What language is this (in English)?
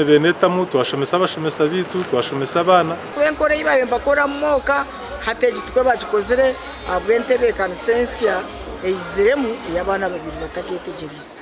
Nyankole